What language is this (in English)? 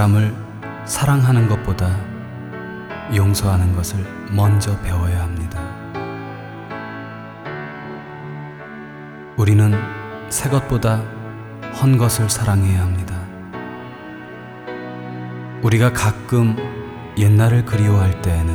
Korean